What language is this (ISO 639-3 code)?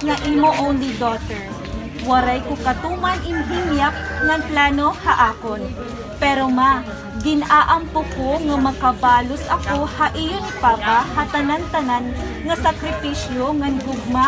war